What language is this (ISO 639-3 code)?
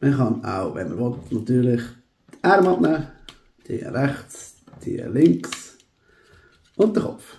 gsw